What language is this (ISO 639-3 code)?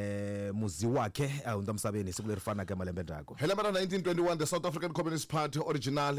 tso